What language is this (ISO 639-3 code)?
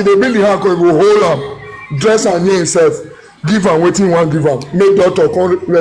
pcm